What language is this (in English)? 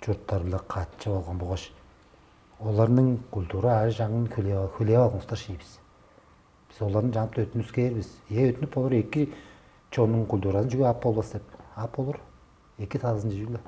Tuvinian